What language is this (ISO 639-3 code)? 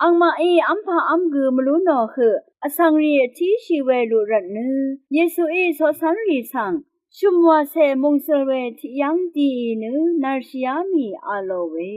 raw